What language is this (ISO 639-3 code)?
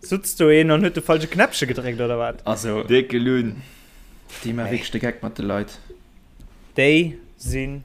ltz